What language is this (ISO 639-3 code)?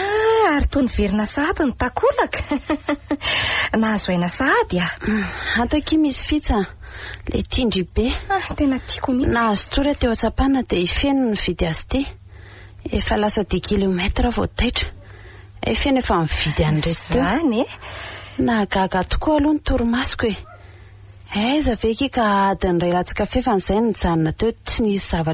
mlg